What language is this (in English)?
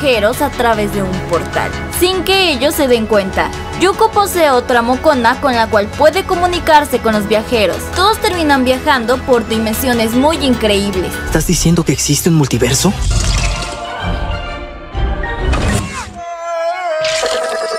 Spanish